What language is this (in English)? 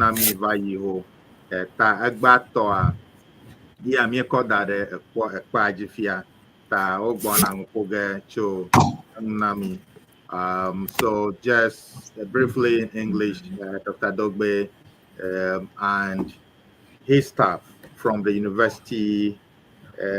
Ewe